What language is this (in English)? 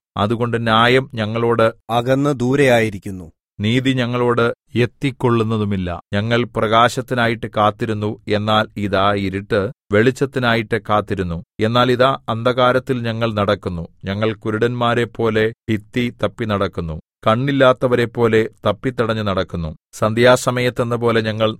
Malayalam